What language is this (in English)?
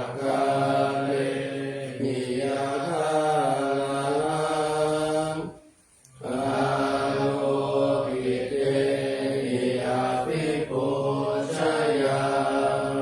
Pali